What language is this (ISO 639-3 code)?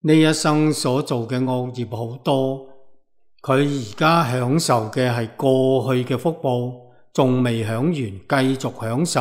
yue